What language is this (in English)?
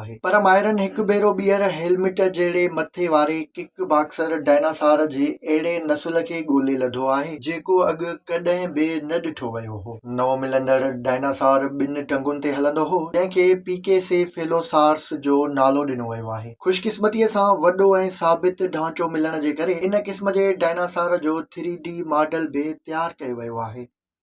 Sindhi